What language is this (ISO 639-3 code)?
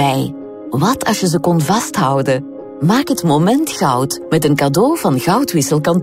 nld